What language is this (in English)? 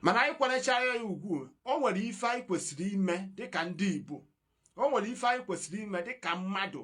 Igbo